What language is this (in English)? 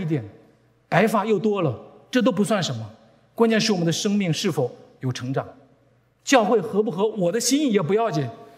Chinese